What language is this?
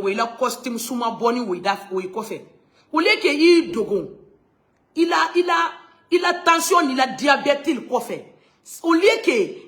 Bambara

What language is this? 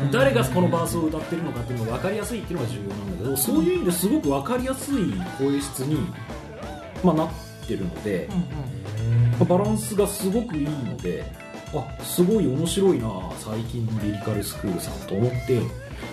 Japanese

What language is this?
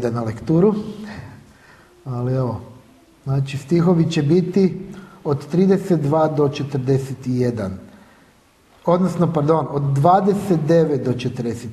Croatian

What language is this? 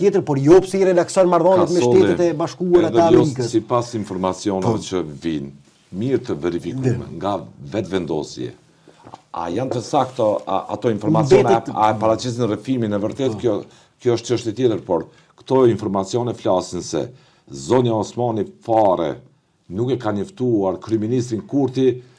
Albanian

